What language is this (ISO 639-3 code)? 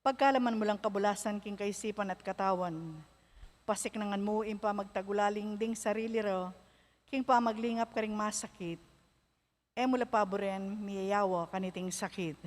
pam